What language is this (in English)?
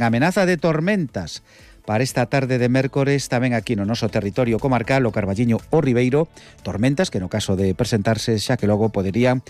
Galician